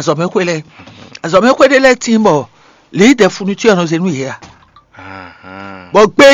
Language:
Fon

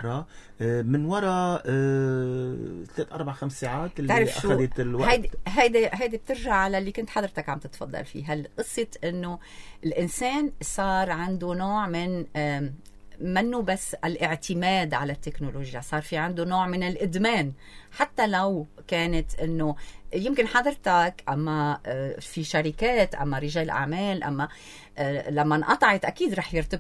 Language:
North Levantine Arabic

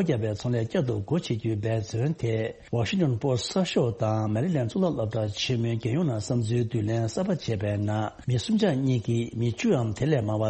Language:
Tibetan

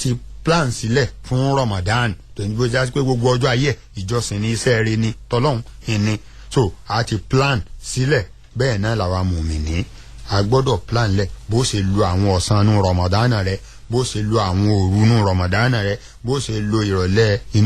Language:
Yoruba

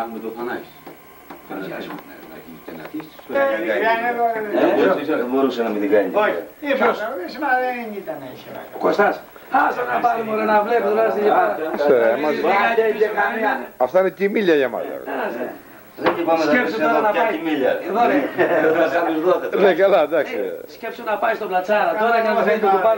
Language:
Greek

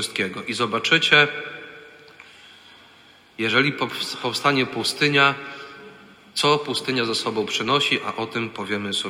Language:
Polish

